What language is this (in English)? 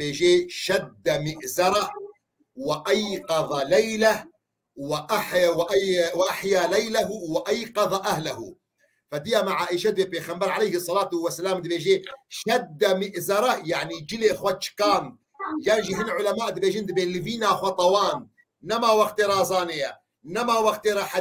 Kurdish